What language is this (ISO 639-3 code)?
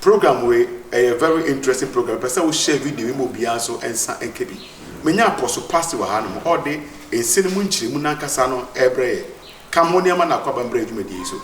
aka